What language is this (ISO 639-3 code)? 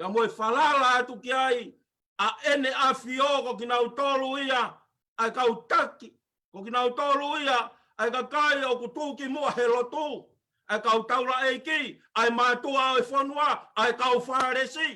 ton